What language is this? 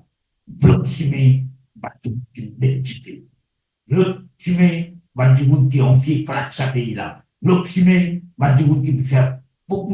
Morisyen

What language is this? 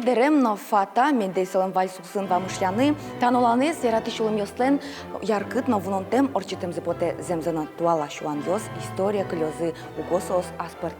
Udmurt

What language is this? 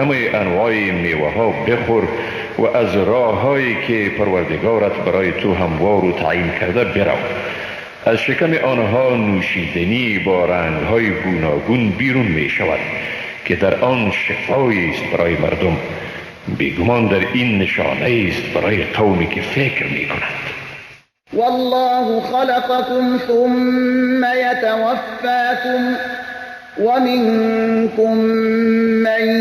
Persian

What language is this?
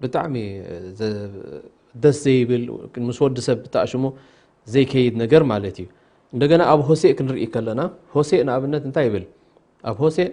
Tigrinya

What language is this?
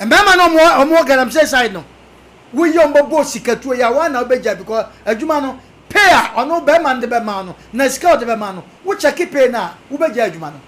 Akan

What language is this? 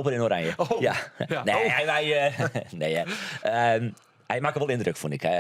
Western Frisian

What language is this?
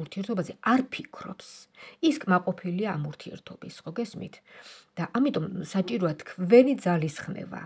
Georgian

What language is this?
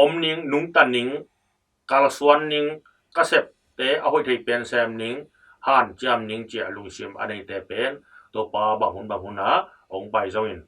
Tedim Chin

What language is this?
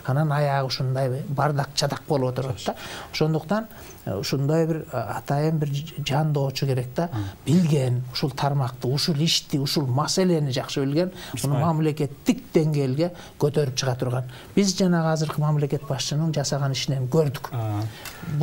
Kyrgyz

